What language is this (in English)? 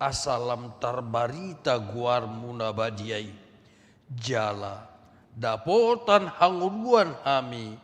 Batak Toba